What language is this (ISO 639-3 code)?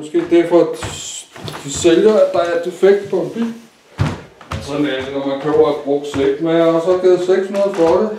dan